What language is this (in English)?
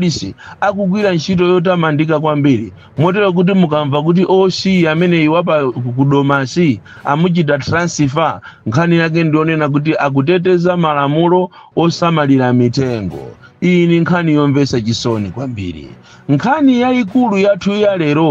Nyanja